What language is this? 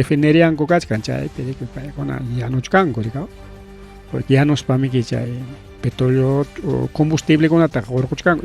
Ayacucho Quechua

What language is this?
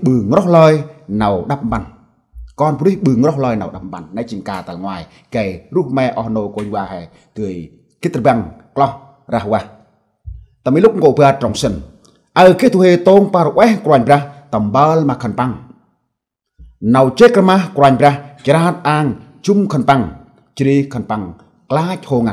Central Mnong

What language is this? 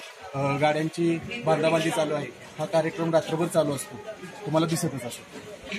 Marathi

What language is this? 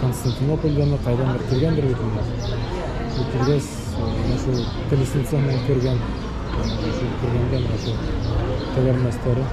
Bashkir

